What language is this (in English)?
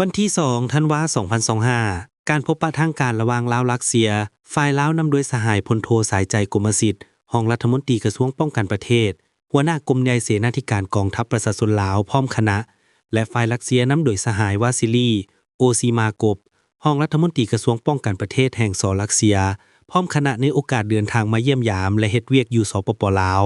Lao